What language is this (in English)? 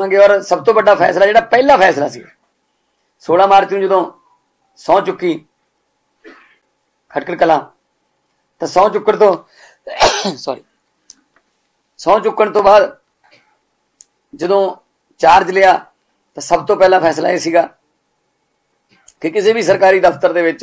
Punjabi